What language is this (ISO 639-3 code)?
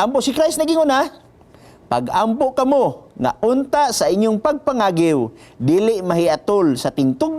ceb